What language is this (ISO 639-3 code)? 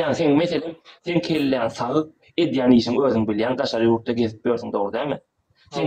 tuk